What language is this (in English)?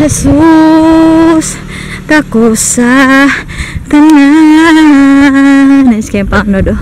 Cebuano